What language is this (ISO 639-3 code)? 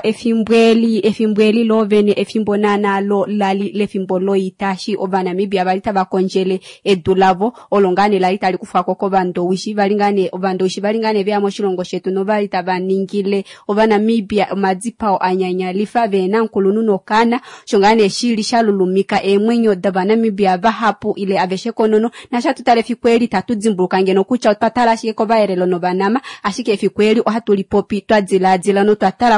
kua